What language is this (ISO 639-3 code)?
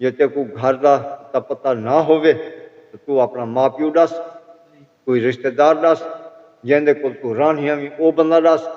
skr